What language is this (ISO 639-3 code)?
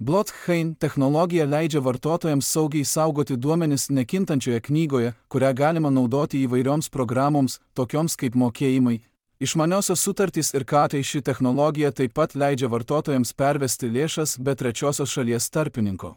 lit